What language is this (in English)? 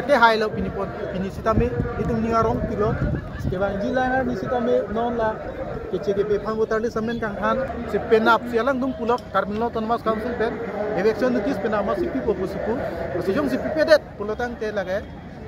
Karbi